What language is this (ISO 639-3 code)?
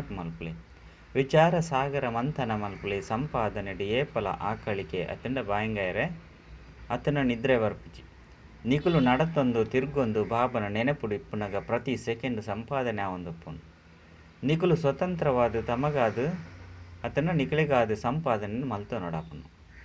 tcy